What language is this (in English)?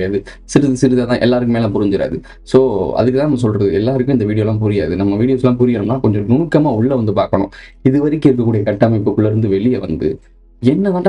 Tamil